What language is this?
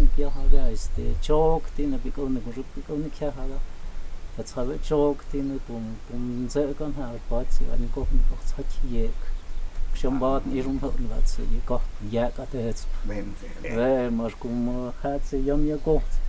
Totontepec Mixe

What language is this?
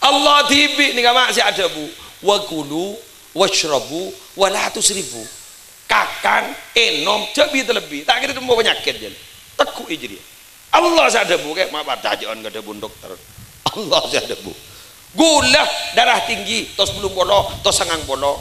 Madurese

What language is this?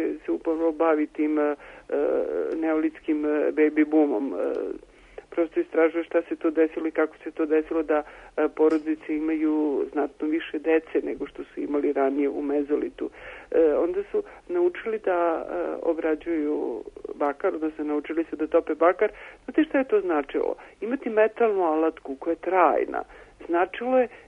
Serbian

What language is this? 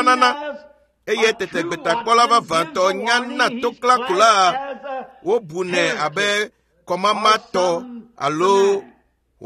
Ewe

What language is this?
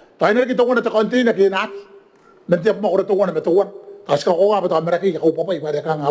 Gilbertese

